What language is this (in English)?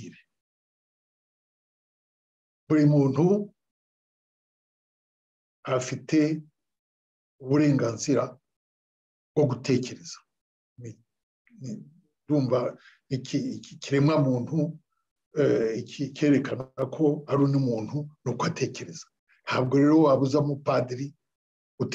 Kinyarwanda